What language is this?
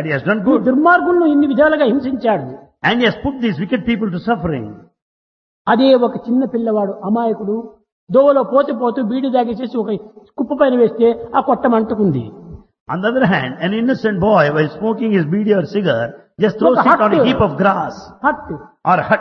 Telugu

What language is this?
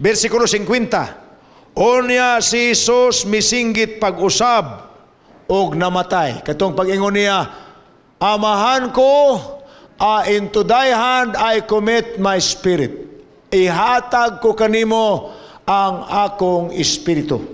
Cebuano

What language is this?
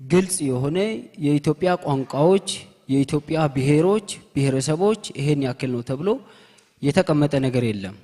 Amharic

